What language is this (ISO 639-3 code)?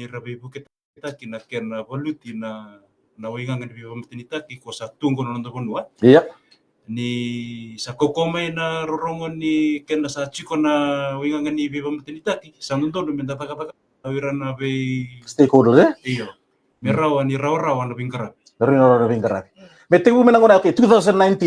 fij